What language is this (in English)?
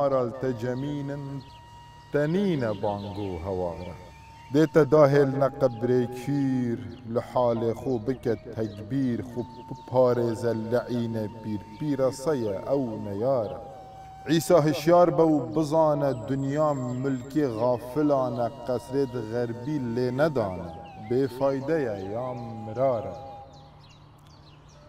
Kurdish